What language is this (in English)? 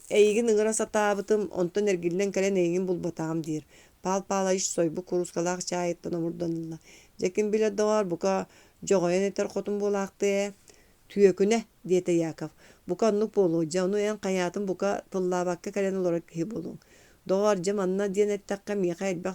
Yakut